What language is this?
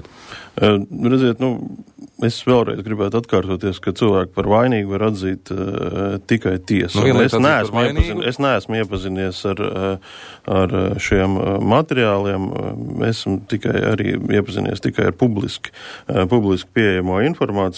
Latvian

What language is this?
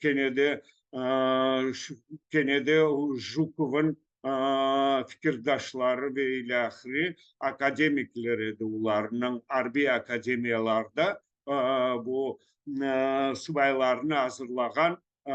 Crimean Tatar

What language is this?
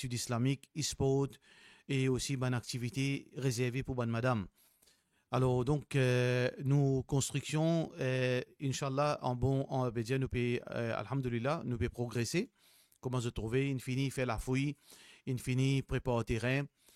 Morisyen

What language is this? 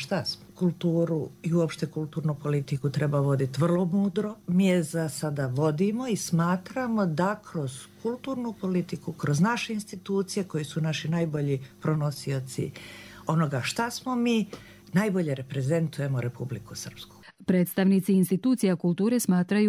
Bosnian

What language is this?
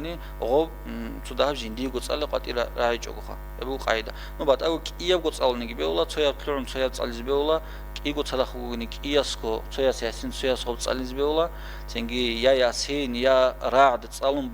Avaric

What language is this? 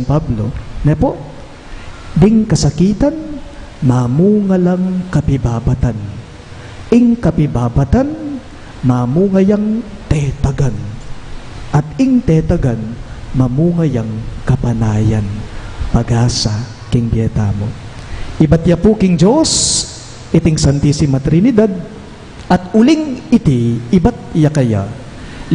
Pampanga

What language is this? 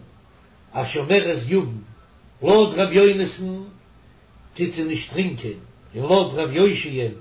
Yiddish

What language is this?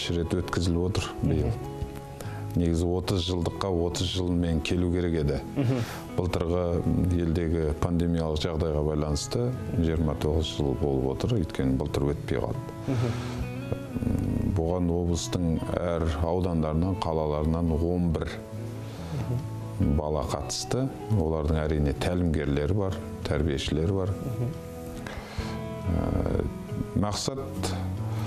Kazakh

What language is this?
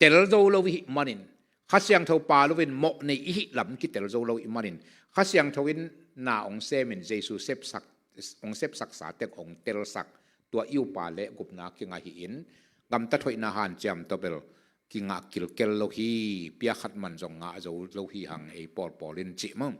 Tedim Chin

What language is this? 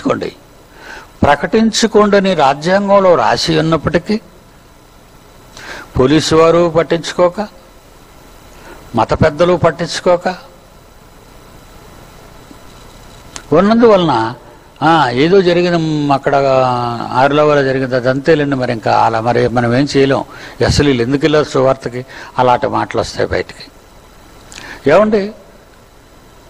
Telugu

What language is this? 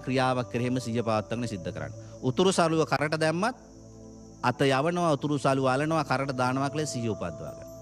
Sinhala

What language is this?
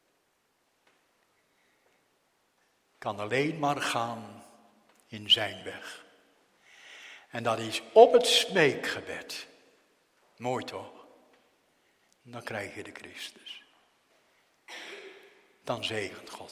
Dutch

